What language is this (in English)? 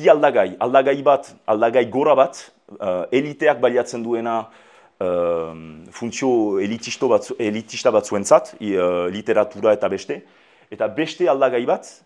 Basque